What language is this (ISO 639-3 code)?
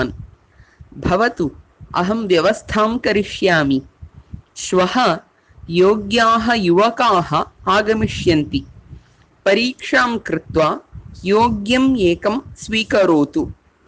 san